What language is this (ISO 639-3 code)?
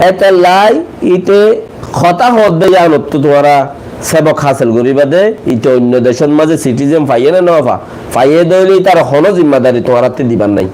rhg